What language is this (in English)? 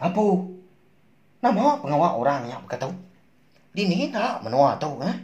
Iban